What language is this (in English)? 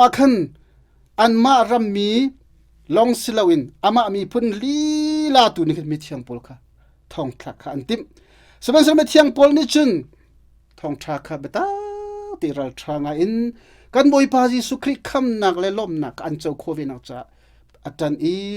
Hakha Chin